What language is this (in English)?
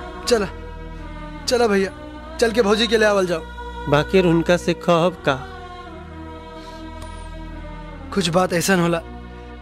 Bhojpuri